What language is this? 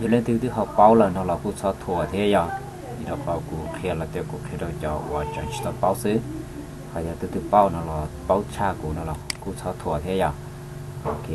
Hmong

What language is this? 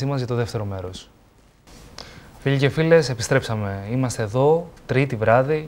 Greek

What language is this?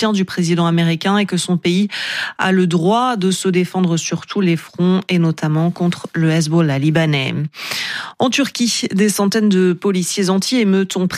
French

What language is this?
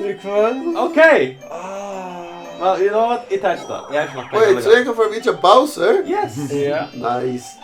Faroese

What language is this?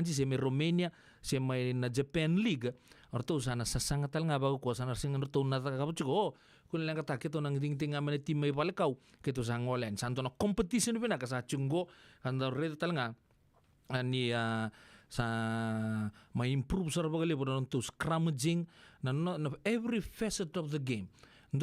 Fijian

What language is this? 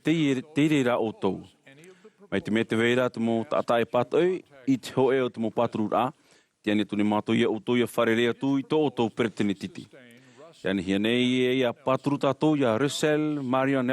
Tahitian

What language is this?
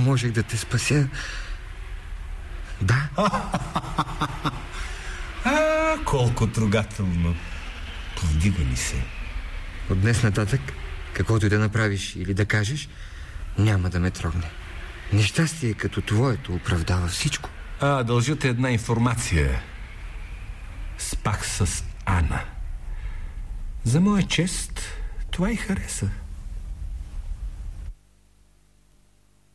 Bulgarian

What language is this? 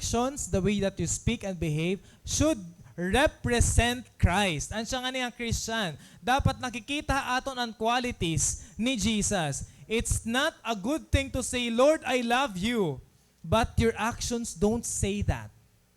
Waray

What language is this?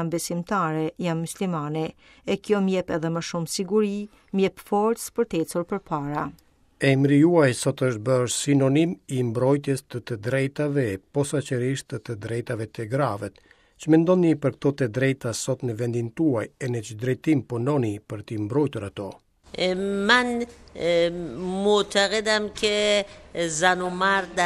Albanian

